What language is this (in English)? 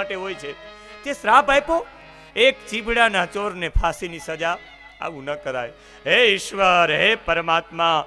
Gujarati